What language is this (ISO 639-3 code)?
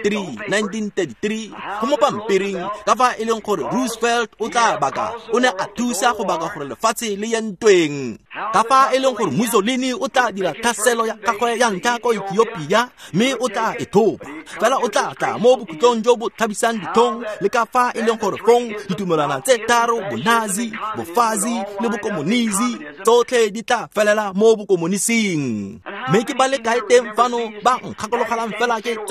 tsn